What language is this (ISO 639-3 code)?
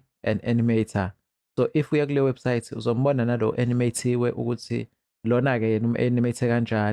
zul